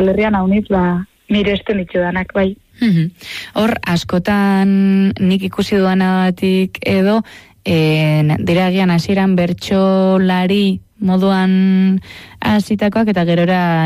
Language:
Basque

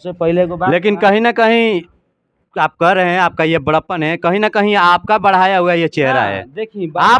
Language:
Bhojpuri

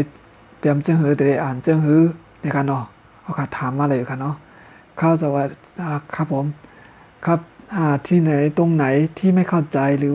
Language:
Shan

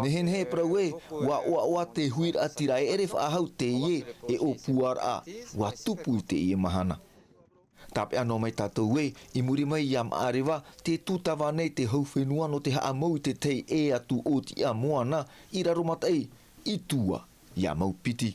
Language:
Tahitian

